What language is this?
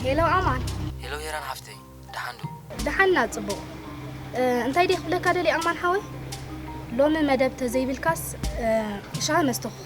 Tigrinya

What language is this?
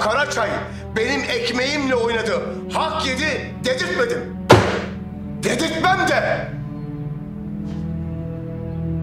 Turkish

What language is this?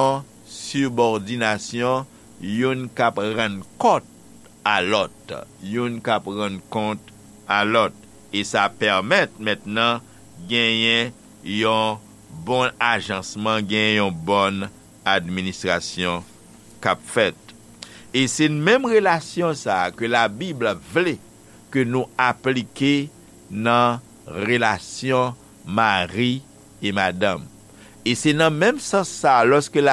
Haitian Creole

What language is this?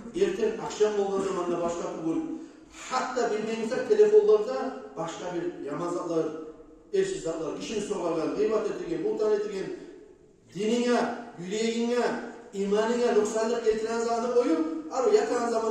Kumyk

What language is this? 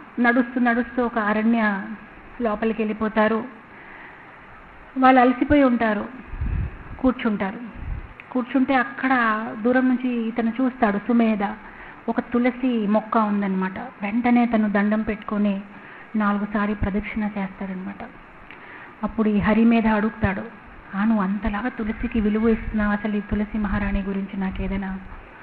Telugu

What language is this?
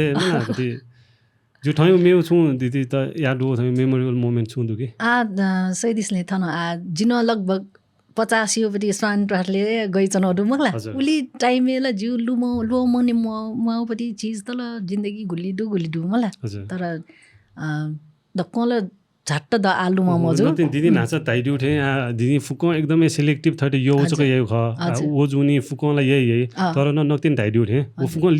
Newari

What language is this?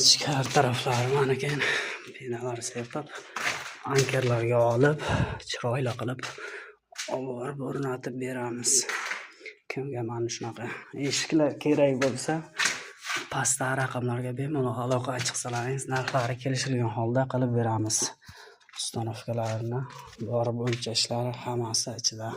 Uzbek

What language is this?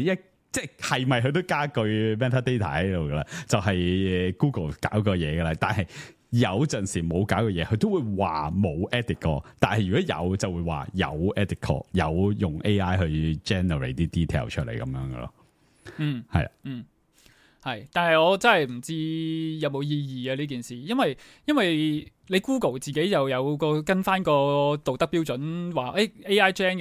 Cantonese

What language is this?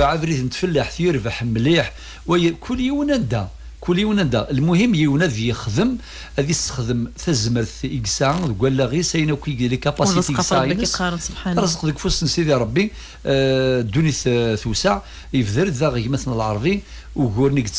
Kabyle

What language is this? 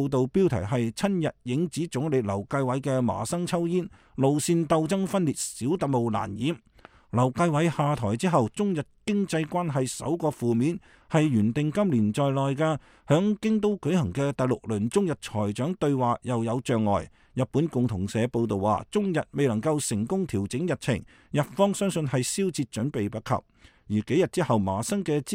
Cantonese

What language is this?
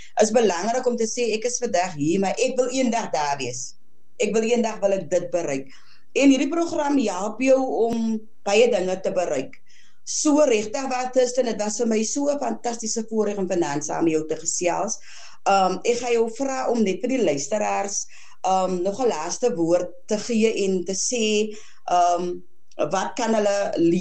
Afrikaans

